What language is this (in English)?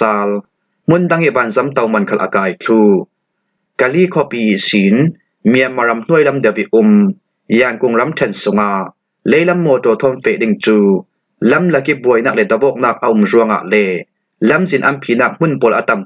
Falam Chin